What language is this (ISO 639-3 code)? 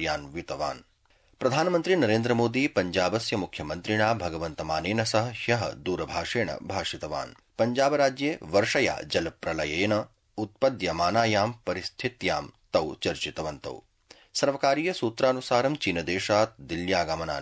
san